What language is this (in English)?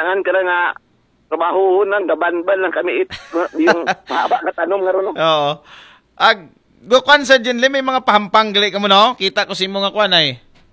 Aklanon